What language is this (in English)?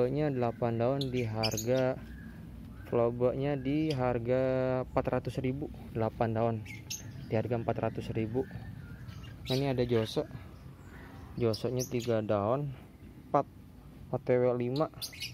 Indonesian